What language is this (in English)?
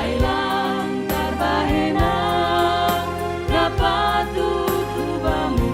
Batak Simalungun